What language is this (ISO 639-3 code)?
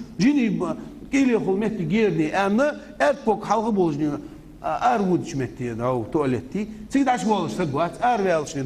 inh